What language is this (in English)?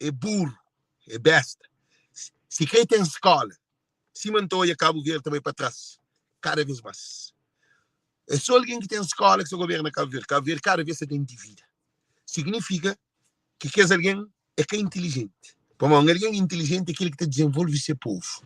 Kabuverdianu